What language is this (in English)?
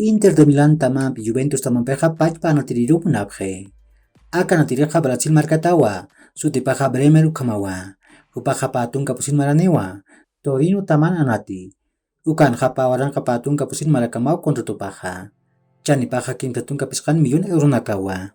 Aymara